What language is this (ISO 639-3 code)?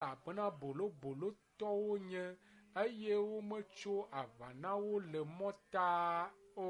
ewe